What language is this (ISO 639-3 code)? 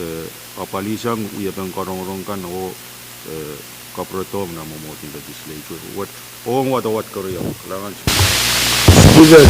pon